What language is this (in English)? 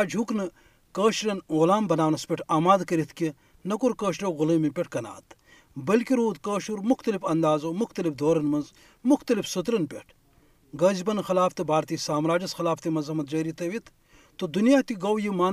Kashmiri